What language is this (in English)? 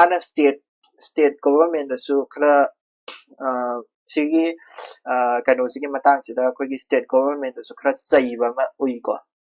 Manipuri